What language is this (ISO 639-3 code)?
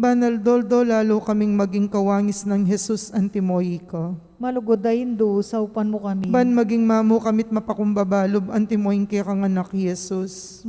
pam